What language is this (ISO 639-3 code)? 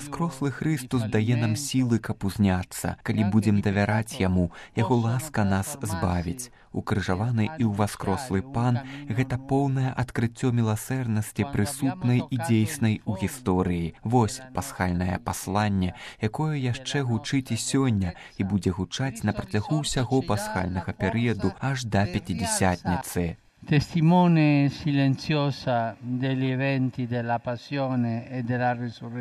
bel